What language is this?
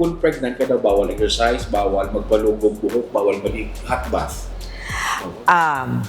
Hiligaynon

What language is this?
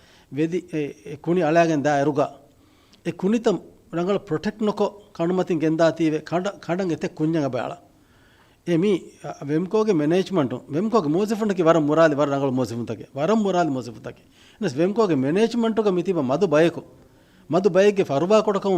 Divehi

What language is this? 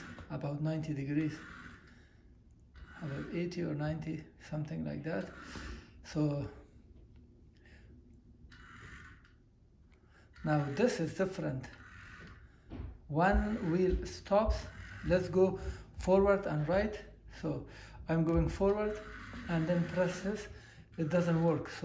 English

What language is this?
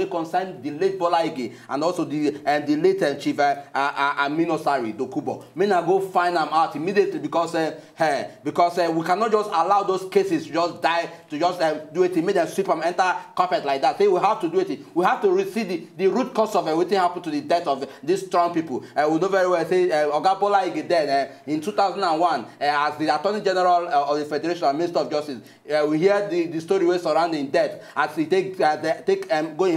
Nigerian Pidgin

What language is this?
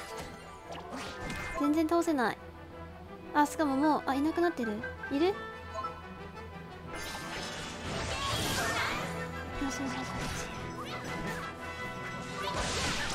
Japanese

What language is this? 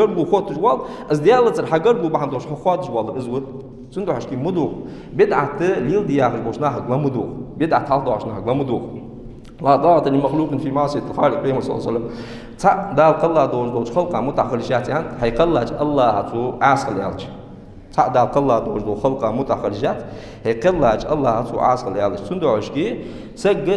Ingush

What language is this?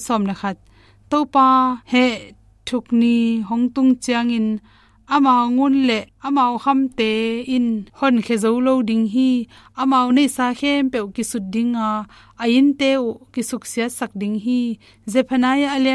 Tedim Chin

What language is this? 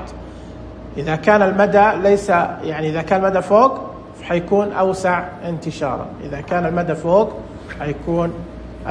Najdi Arabic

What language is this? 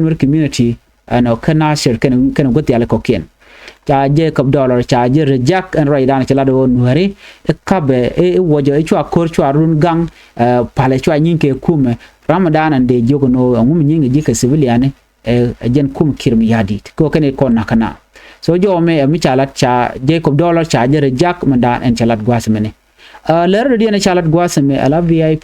Nuer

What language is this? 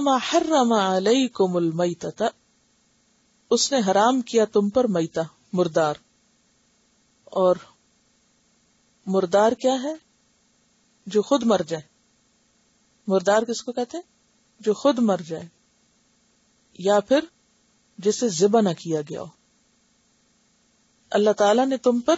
Urdu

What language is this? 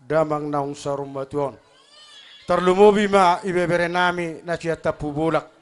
Batak Toba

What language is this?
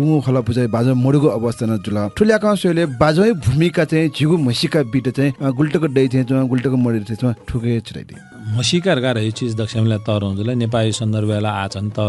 Newari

